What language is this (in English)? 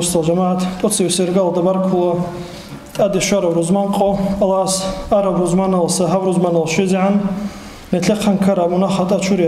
Avaric